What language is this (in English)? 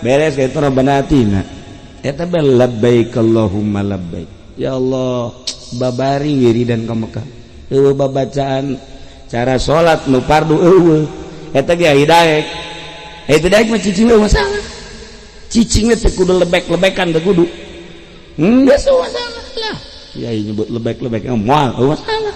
Sundanese